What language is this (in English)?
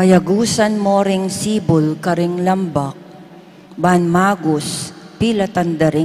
Pampanga